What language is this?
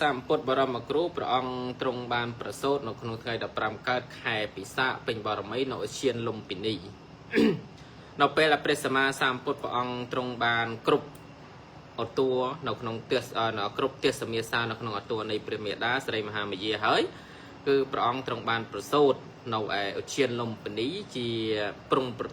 Khmer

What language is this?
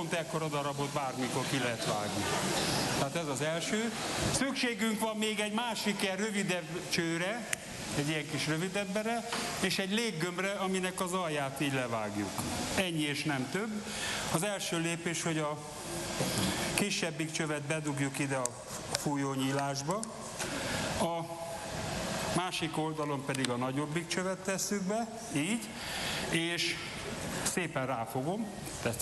Hungarian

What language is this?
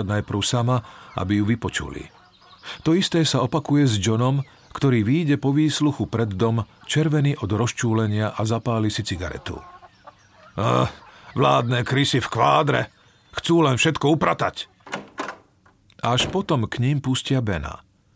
Slovak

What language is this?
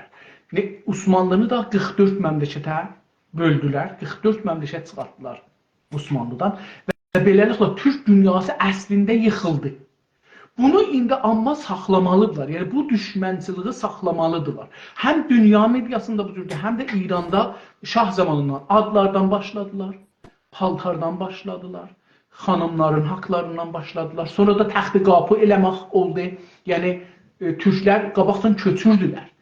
South Azerbaijani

